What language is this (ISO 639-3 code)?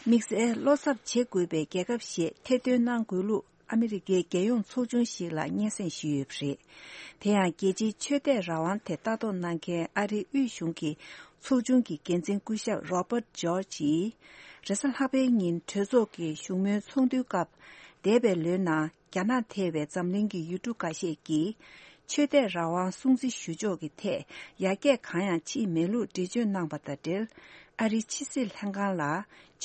bod